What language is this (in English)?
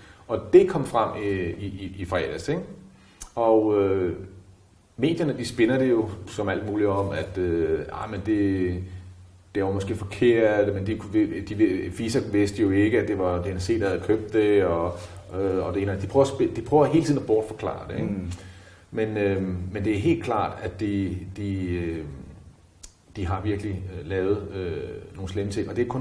Danish